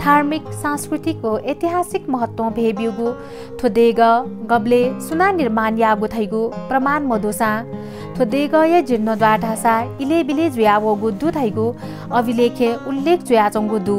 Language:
Newari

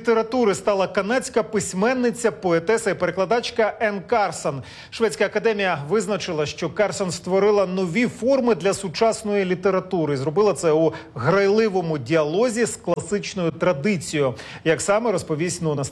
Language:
Ukrainian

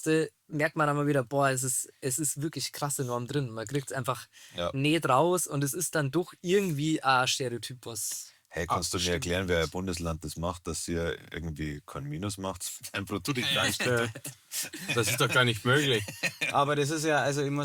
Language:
Bavarian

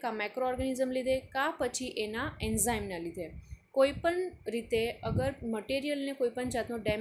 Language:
Gujarati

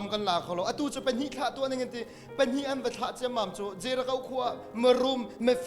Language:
Hakha Chin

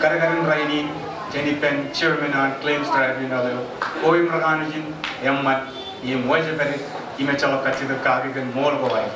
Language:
Marshallese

